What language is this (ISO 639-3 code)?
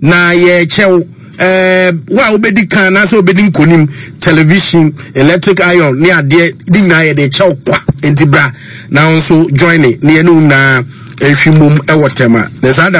aka